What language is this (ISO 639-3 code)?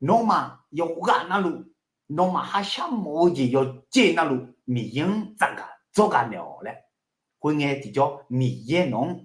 ahk